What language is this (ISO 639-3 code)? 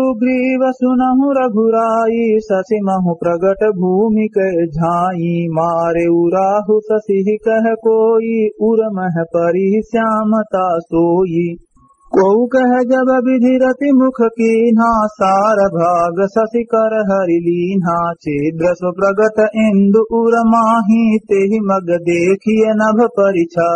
awa